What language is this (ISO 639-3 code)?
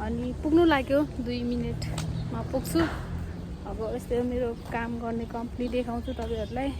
nep